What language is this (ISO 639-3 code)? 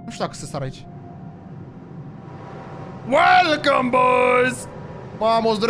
ron